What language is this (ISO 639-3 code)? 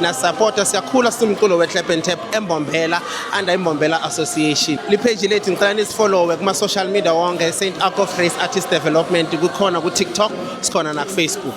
zul